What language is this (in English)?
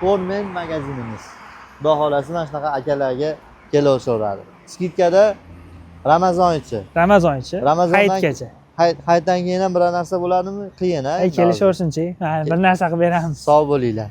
Uzbek